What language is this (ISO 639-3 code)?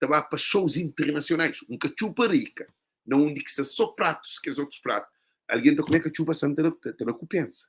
kea